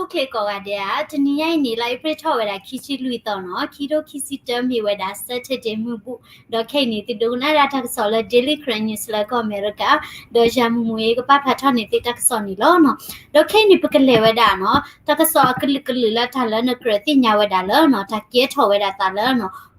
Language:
S'gaw Karen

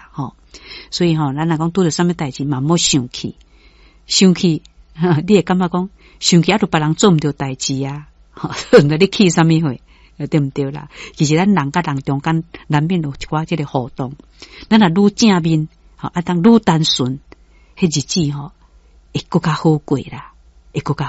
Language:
Min Nan Chinese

